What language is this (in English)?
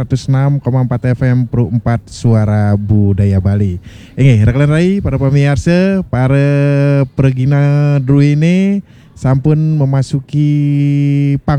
Balinese